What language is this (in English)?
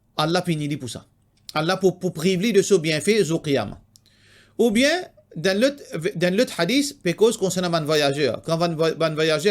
Morisyen